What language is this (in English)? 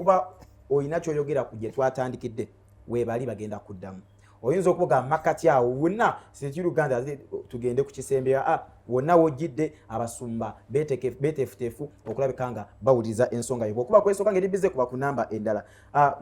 Ganda